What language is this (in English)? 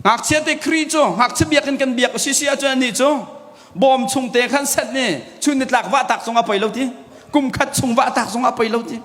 Hakha Chin